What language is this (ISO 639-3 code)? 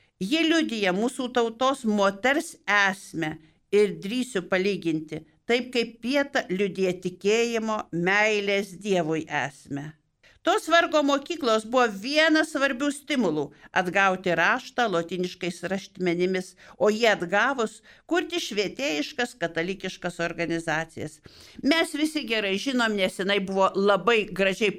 lit